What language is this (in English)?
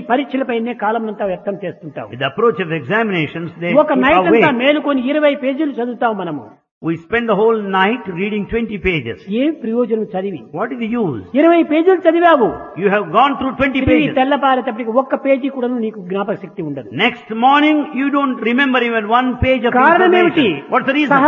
Telugu